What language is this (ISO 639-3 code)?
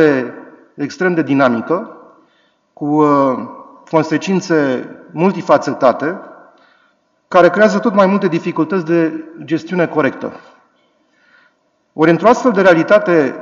ron